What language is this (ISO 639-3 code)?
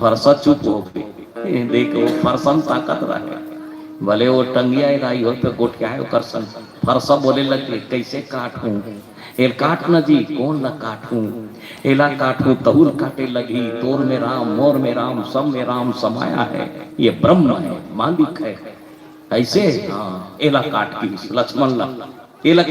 hne